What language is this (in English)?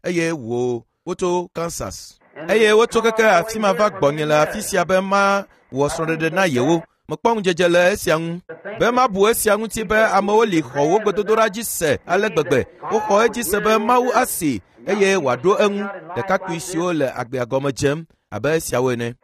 Ewe